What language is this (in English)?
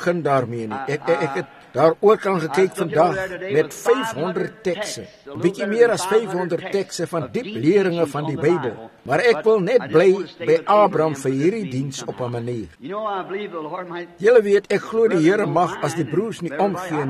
Afrikaans